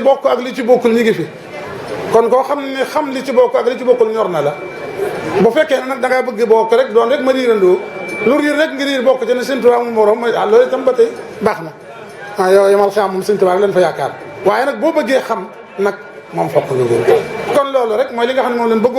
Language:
Wolof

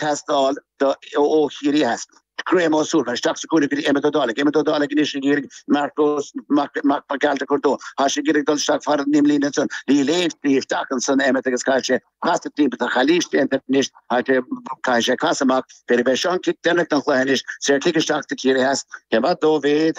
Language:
Irish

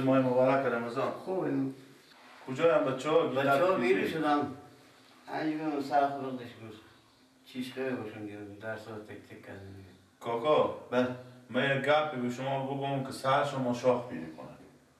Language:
Persian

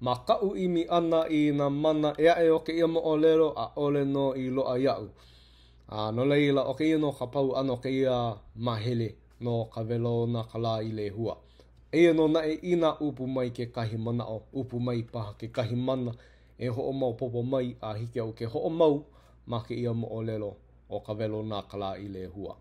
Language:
Hawaiian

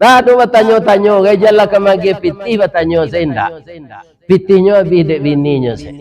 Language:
Minangkabau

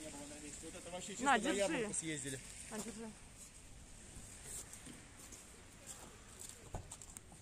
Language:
Russian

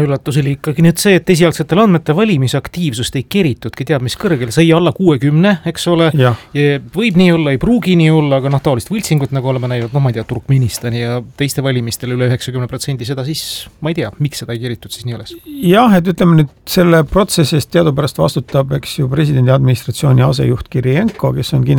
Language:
Estonian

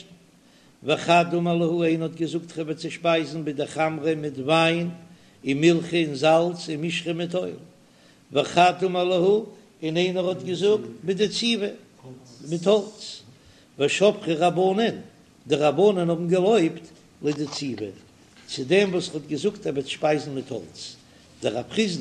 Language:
Yiddish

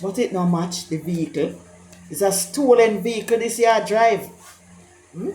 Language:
Jamaican Creole English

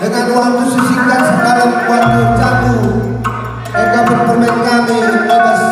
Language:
Batak Karo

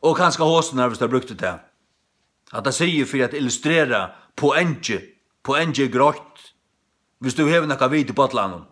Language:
Faroese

